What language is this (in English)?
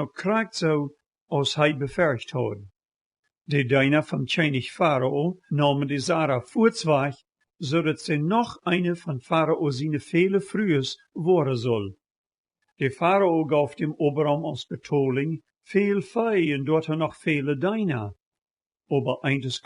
Plautdietsch